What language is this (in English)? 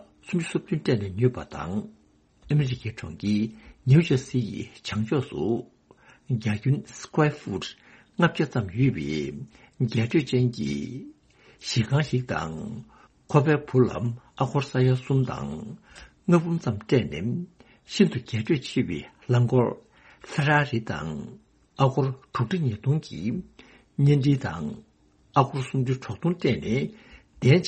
Tibetan